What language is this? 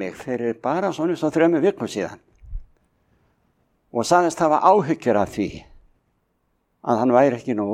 Icelandic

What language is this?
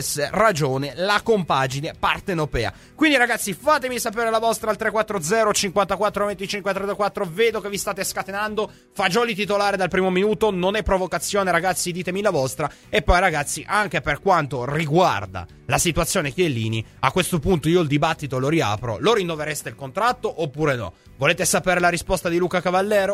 Italian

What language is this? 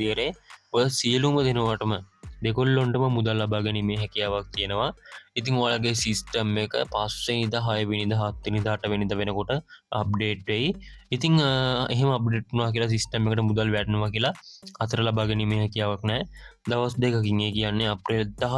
Sinhala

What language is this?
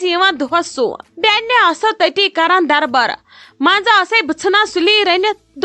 Kashmiri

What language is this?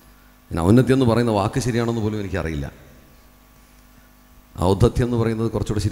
Malayalam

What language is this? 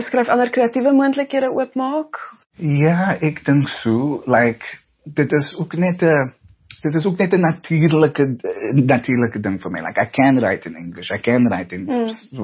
Afrikaans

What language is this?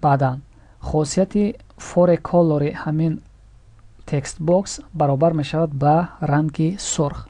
Tajik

